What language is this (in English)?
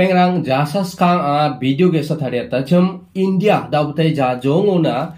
Garo